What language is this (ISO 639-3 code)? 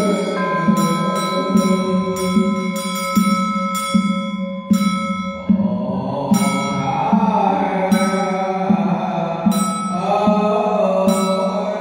vie